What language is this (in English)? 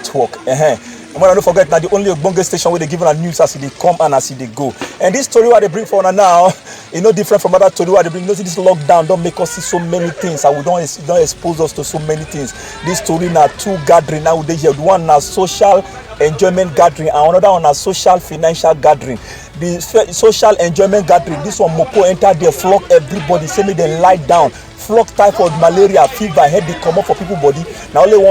Nigerian Pidgin